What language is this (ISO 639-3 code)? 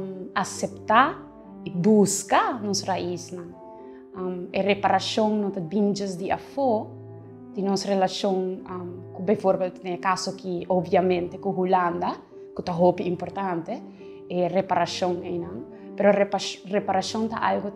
pap